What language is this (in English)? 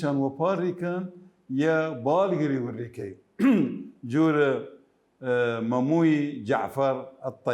Mesopotamian Arabic